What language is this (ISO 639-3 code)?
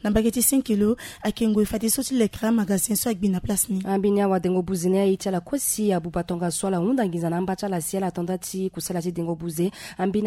sag